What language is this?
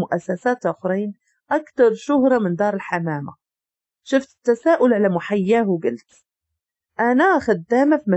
Moroccan Arabic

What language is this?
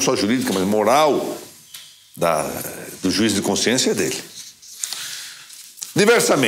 Portuguese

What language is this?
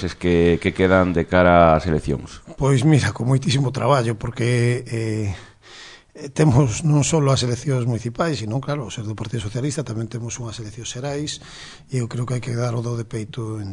Galician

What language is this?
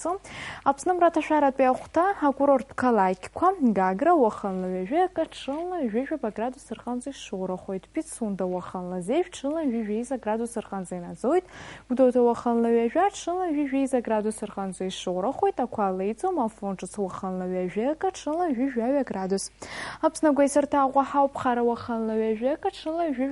Abkhazian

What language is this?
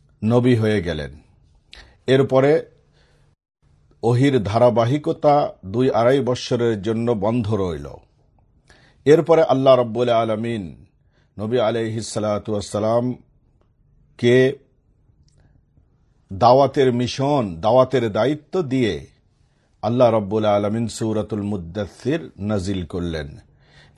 Bangla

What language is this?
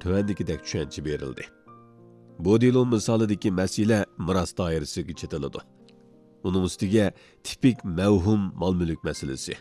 Uyghur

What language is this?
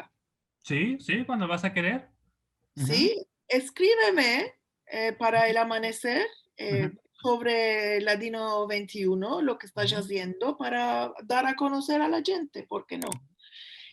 Ladino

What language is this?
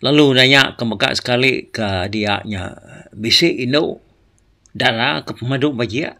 Iban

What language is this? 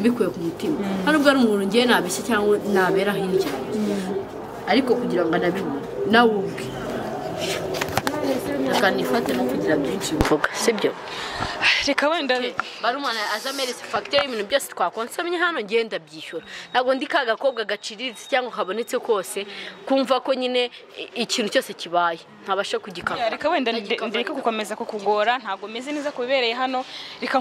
Kinyarwanda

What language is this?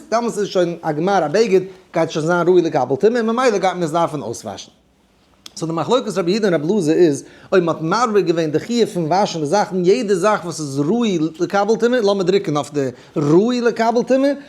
Yiddish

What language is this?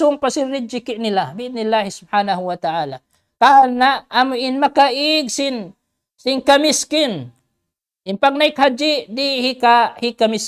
Tausug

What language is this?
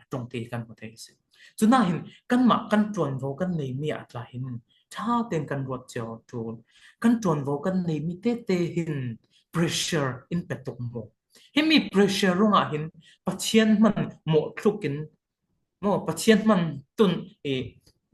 Falam Chin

